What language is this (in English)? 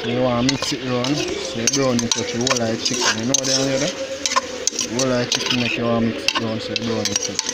Jamaican Creole English